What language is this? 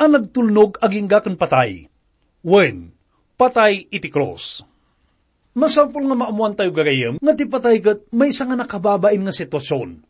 Iloko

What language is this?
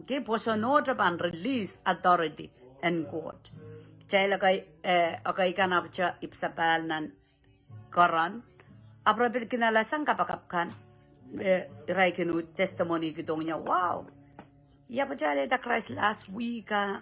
Pohnpeian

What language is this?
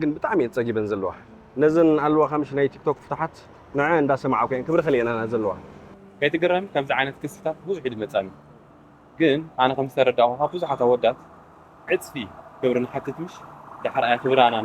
Tigrinya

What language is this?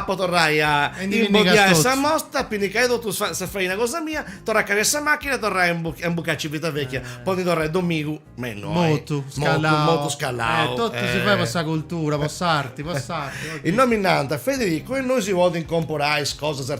Sardinian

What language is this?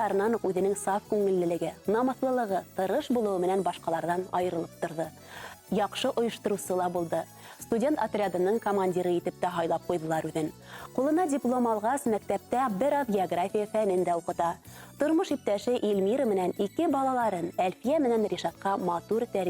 Bashkir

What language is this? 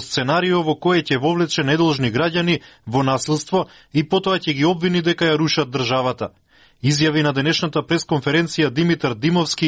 Macedonian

